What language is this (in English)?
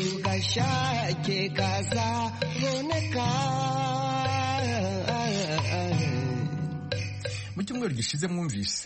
Kinyarwanda